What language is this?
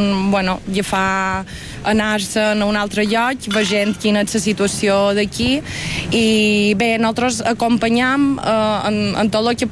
Catalan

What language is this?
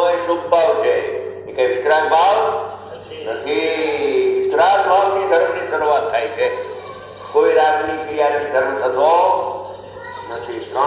Gujarati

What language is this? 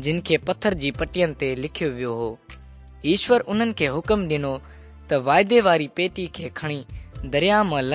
Sindhi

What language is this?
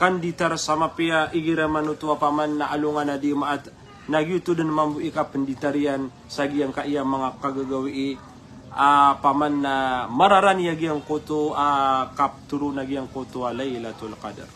Maranao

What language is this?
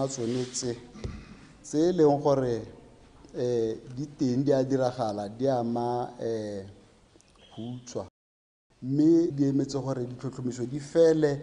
Tswana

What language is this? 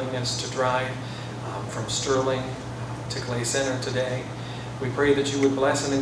English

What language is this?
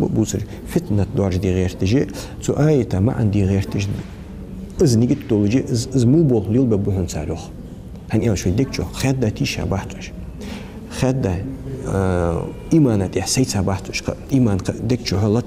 Ingush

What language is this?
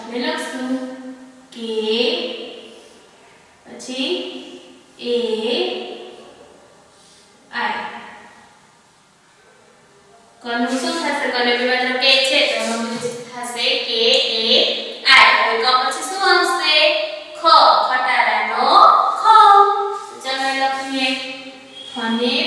Gujarati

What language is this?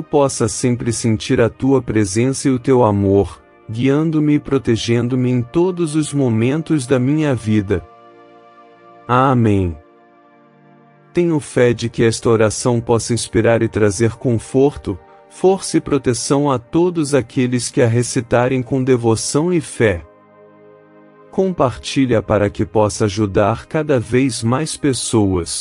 Portuguese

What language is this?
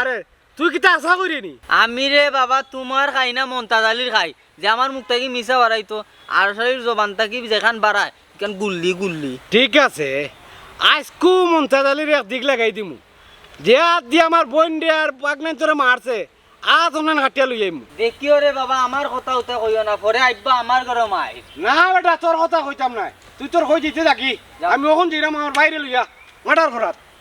Sylheti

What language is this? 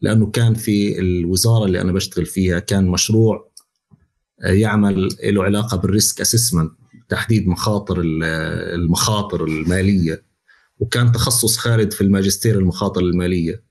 North Levantine Arabic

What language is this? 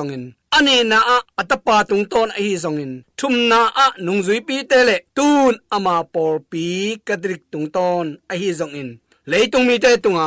Tedim Chin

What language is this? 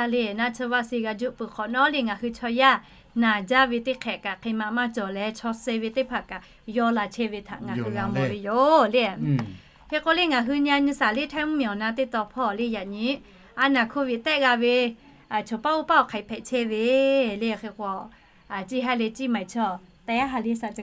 Lahu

